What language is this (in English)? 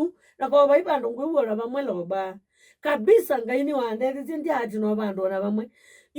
Kamba